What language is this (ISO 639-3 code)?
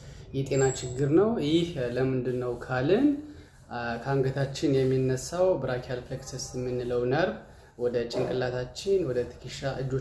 amh